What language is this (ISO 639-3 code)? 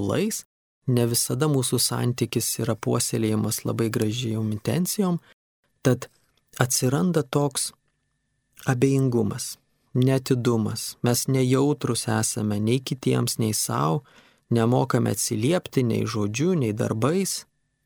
lit